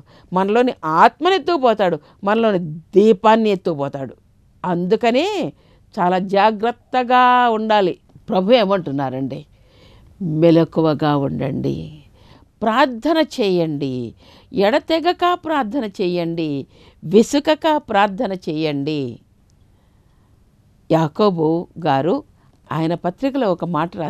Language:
Telugu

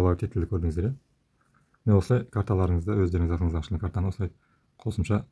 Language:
Kazakh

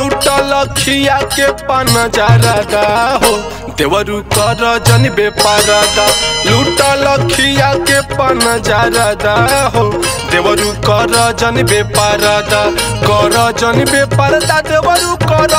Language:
Bhojpuri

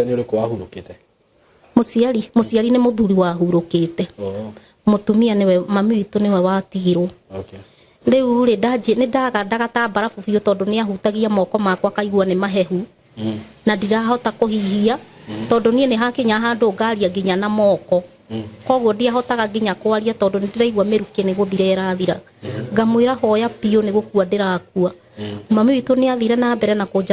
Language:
Kikuyu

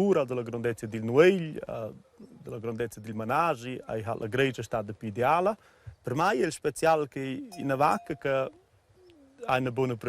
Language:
Romansh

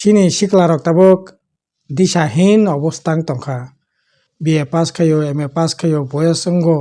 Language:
Kok Borok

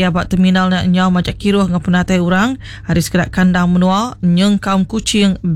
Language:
Iban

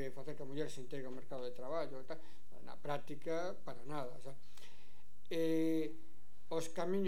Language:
Galician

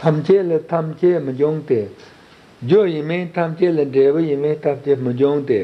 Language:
Tibetan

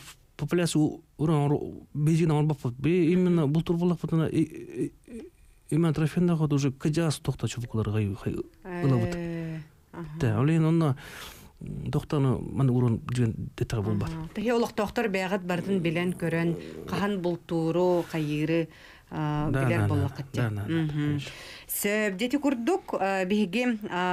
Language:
Yakut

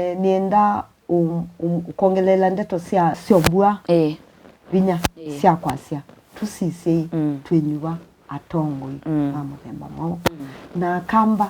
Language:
Kamba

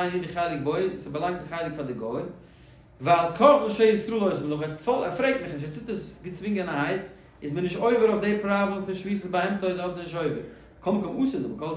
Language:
Yiddish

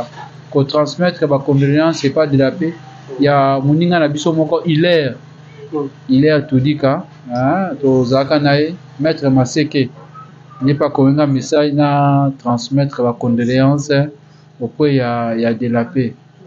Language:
Lingala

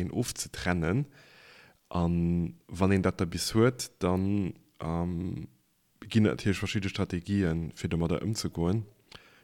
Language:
Luxembourgish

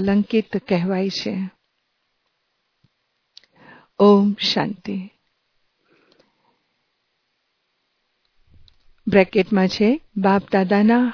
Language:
Gujarati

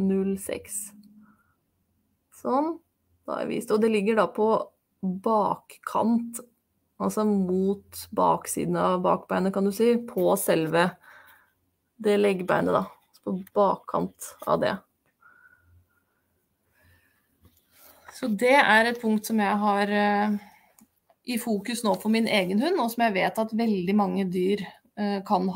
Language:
Norwegian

